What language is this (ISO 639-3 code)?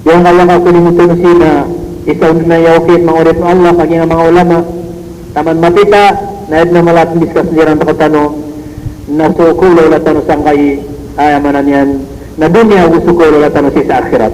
mrw